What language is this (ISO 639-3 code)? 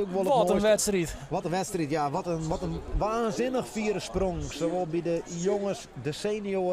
fry